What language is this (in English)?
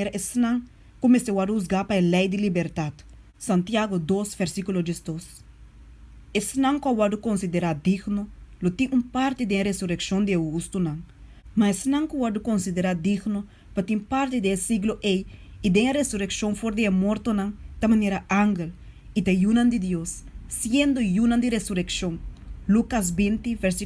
Papiamento